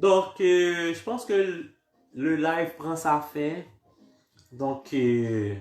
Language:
Haitian Creole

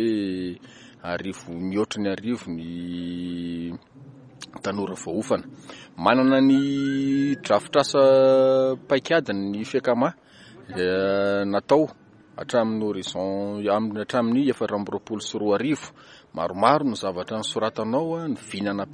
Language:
Malagasy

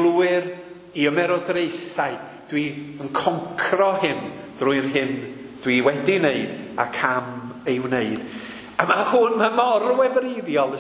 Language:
Welsh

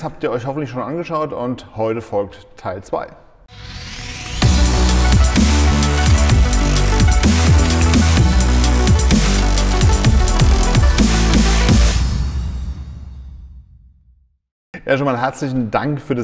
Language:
German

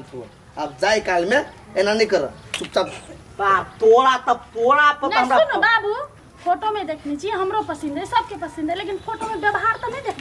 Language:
Maithili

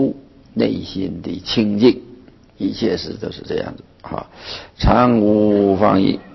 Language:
Chinese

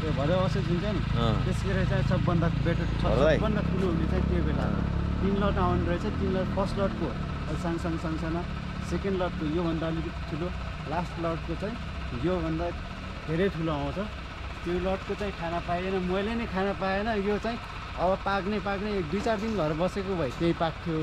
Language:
Nepali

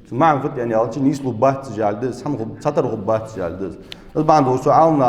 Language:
Ingush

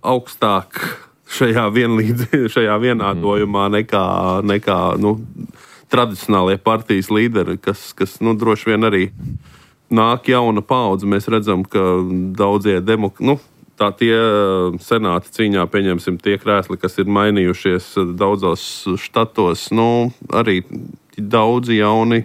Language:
Latvian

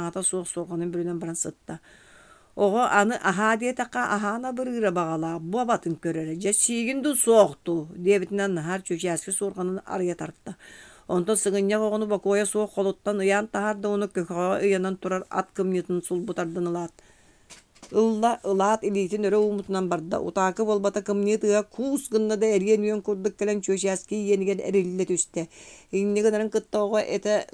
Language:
Yakut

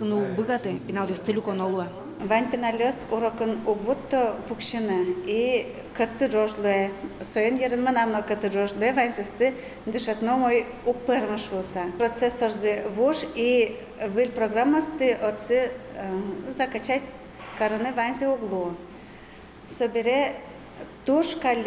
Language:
Udmurt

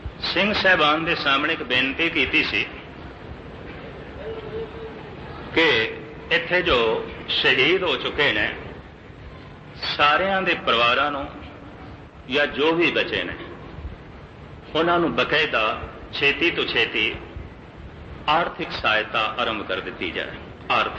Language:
Punjabi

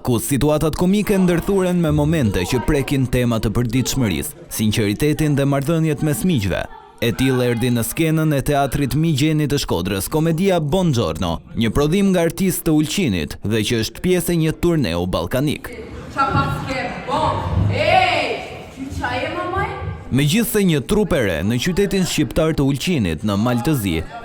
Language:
Albanian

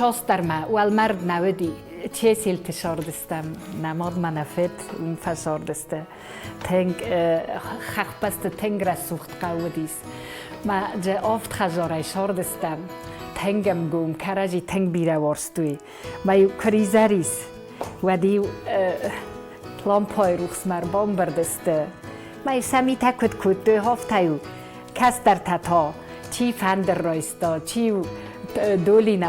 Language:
Ossetic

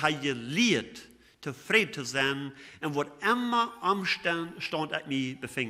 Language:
Plautdietsch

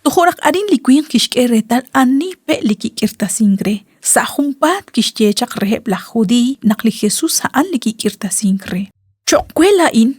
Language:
Kekchí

